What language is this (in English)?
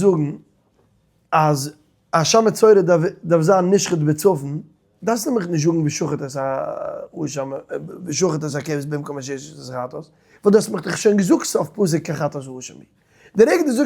Yiddish